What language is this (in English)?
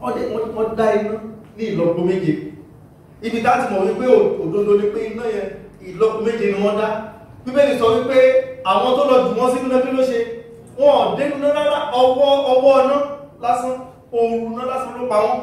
Yoruba